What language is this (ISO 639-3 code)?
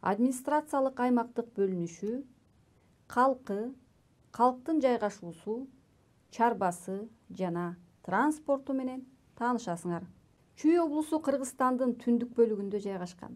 kir